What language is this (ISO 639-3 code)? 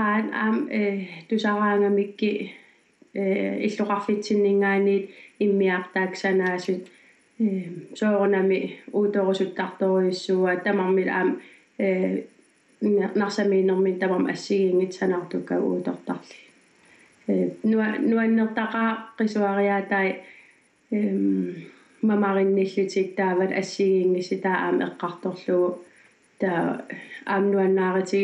kal